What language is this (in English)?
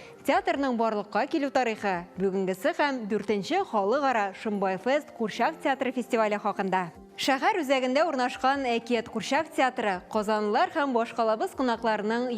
Tatar